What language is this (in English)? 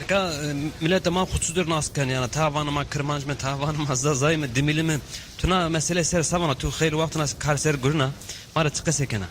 Zaza